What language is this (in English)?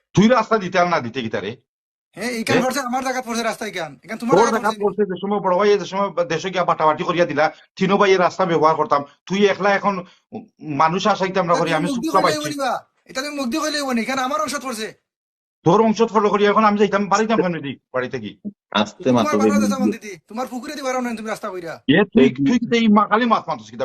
Sylheti